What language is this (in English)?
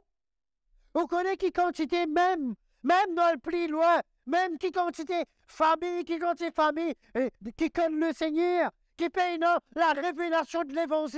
Morisyen